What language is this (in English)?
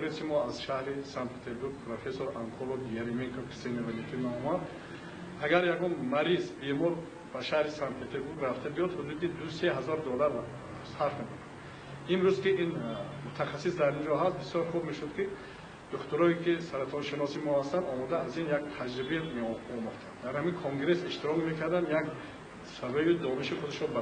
Tajik